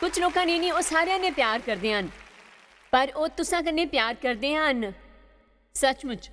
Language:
Dogri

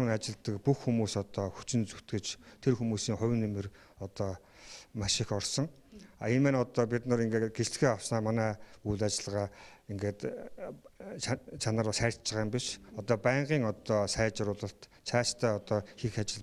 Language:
Mongolian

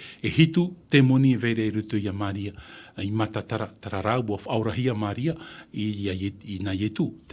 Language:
Tahitian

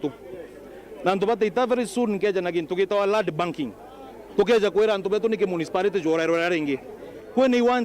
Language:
Meru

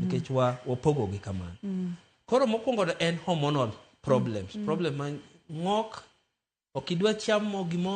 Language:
Luo (Kenya and Tanzania)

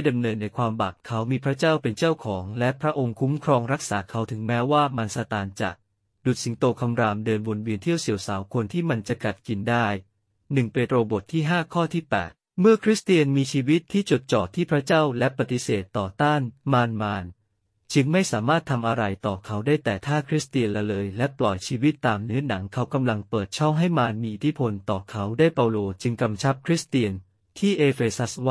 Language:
Thai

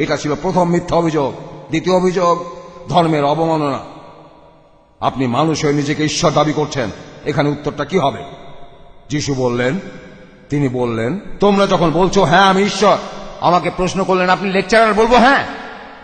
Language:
Bangla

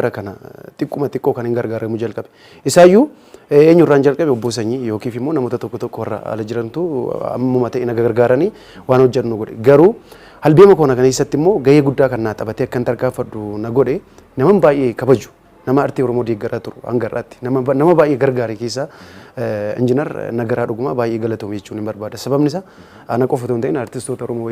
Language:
Oromo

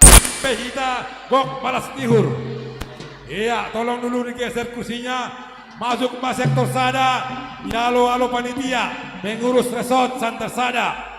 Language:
Batak Simalungun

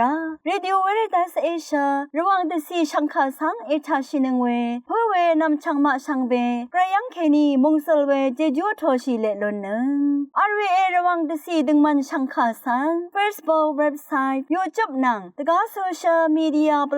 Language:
Rawang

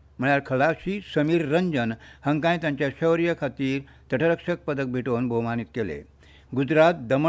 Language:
Konkani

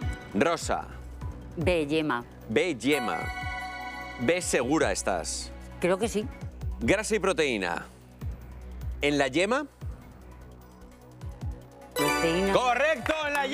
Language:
Spanish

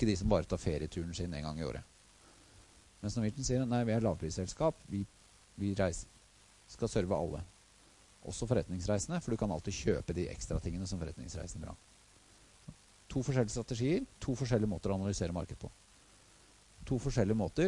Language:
Norwegian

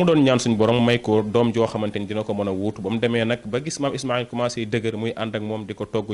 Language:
Wolof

